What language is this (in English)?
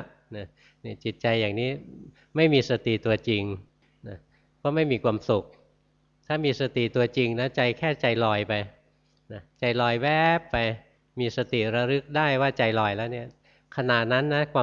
Thai